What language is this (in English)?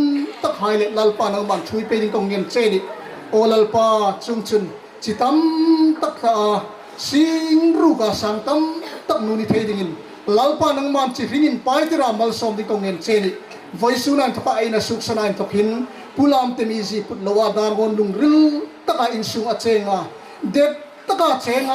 Hmar